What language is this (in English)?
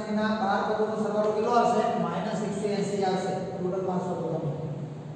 Gujarati